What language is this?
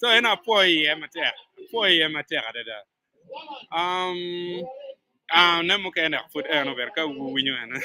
Acoli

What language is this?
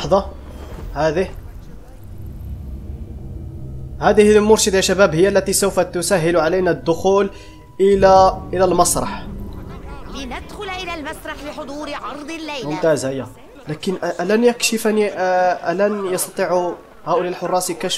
Arabic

